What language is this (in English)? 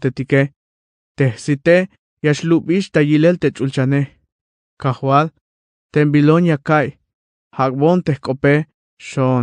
Tzeltal